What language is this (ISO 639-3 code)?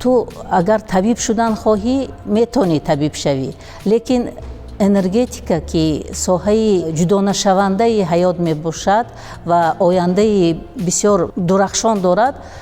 tgk